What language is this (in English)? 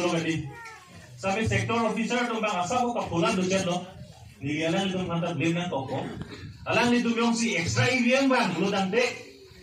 Karbi